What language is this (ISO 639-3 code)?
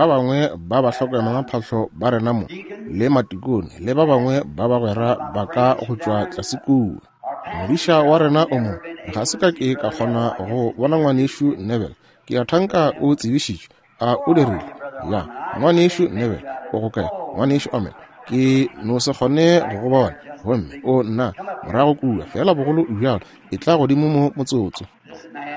nso